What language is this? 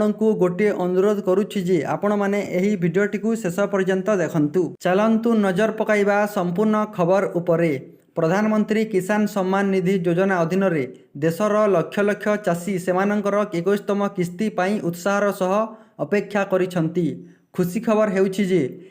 Odia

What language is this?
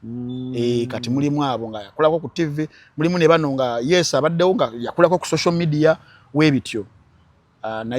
Ganda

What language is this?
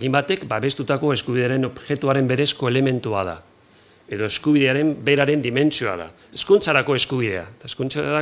Basque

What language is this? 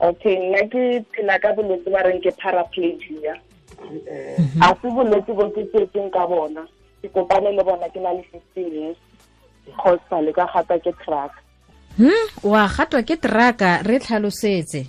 Tswana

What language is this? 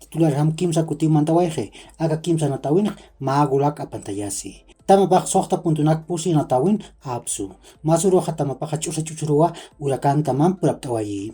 Aymara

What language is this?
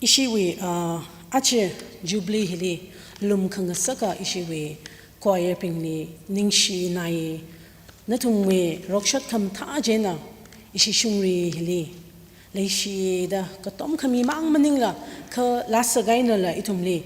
Tangkhul Naga (India)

